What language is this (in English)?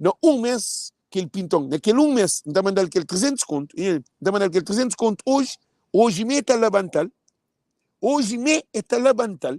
Kabuverdianu